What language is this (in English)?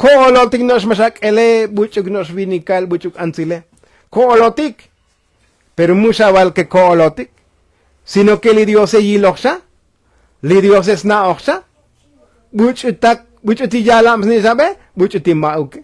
Tzotzil